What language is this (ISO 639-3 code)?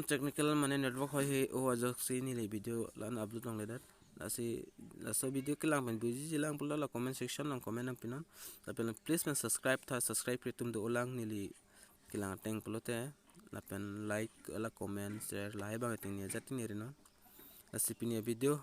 mjw